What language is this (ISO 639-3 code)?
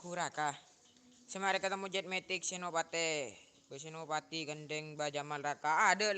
mad